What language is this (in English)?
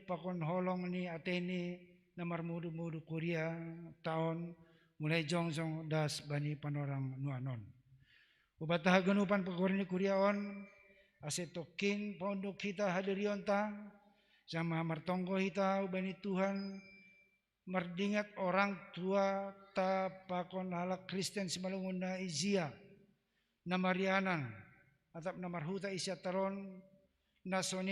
Batak Simalungun